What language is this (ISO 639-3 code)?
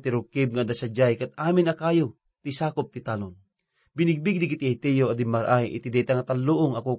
ilo